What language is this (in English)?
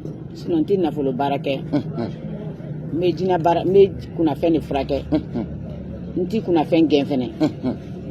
Bambara